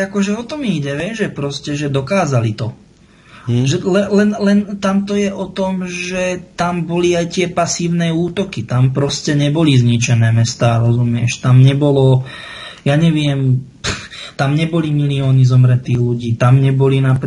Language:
Slovak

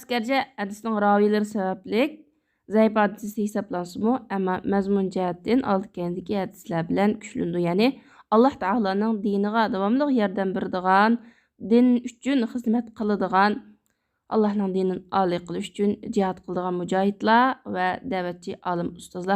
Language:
Uyghur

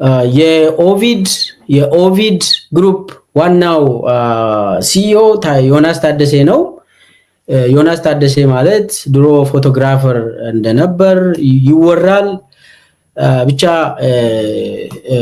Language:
Amharic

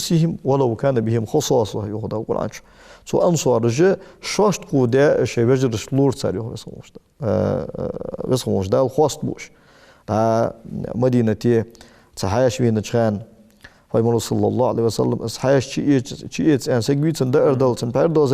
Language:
Ingush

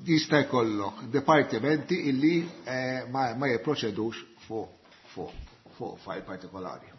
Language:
Maltese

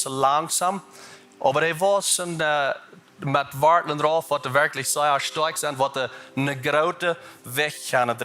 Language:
Plautdietsch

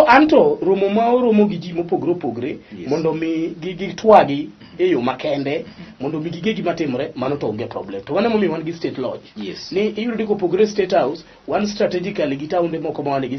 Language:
Luo (Kenya and Tanzania)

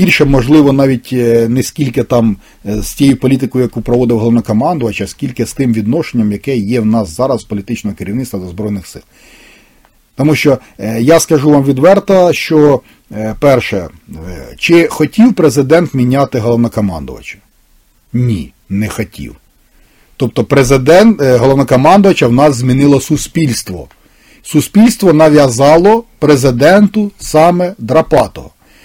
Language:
Ukrainian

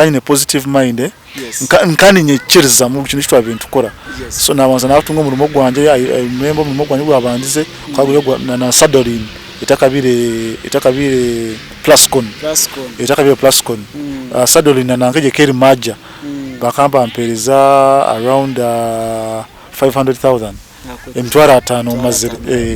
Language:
Nyankole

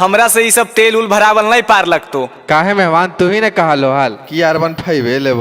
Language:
Magahi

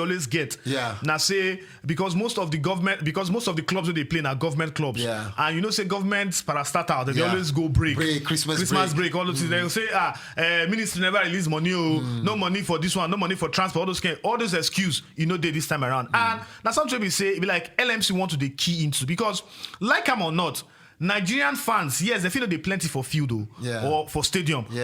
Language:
Nigerian Pidgin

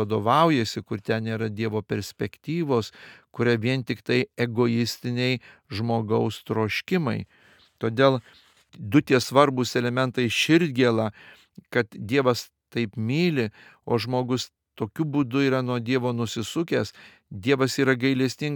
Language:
Lithuanian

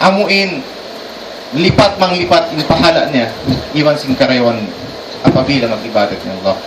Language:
Tausug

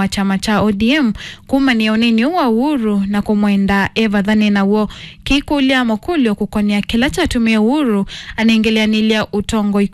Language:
Kamba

